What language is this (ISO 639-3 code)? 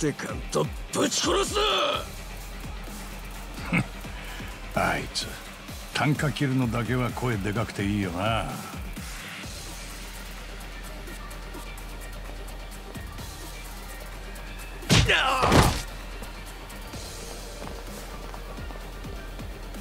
jpn